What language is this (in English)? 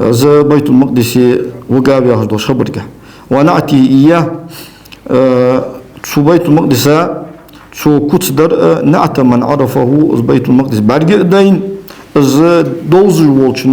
Ingush